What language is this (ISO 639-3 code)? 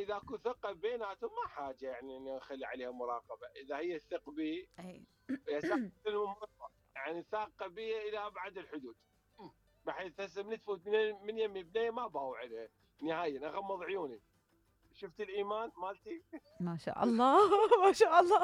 acm